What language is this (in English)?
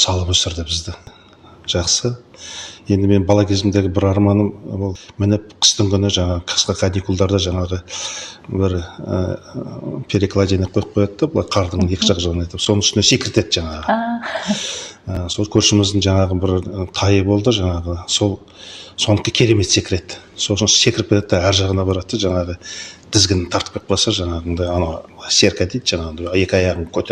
Kazakh